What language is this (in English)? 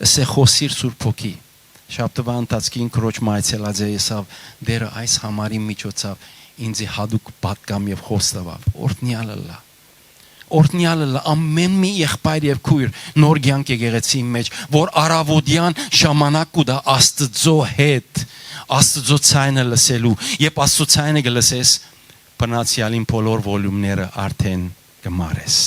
Western Armenian